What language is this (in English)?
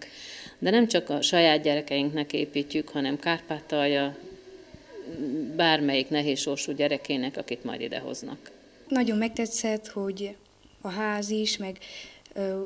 Hungarian